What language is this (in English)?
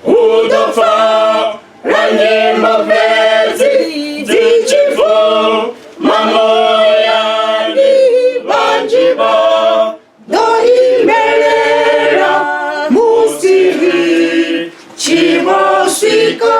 Venda